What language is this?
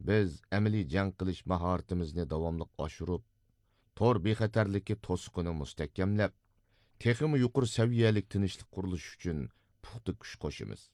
Uyghur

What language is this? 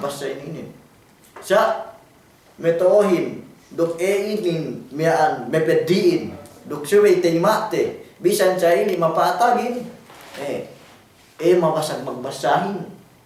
Yakan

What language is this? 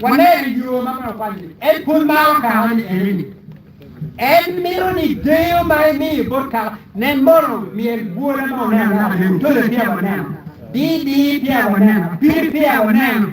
Acoli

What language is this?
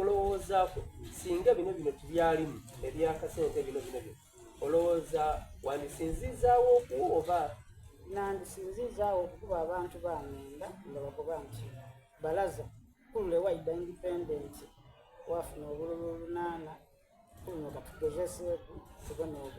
Soga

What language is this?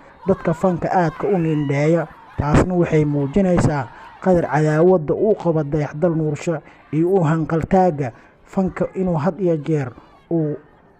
Somali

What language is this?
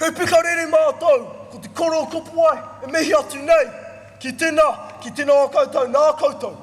Māori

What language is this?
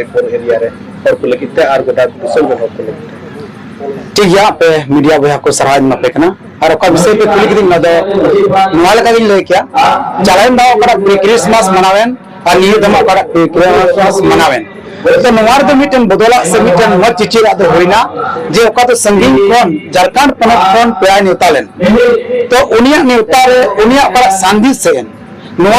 Santali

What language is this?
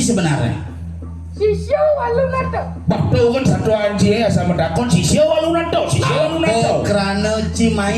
Balinese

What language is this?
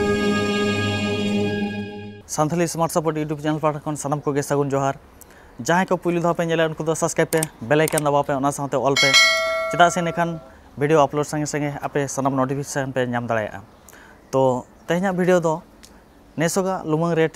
Santali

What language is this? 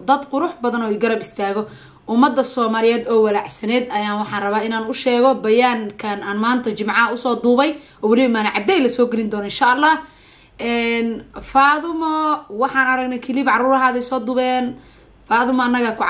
Somali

